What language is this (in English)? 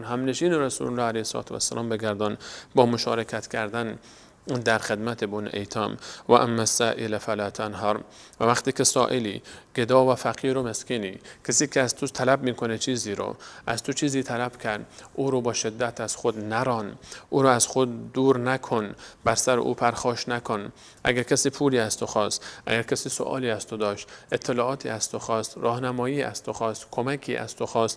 Persian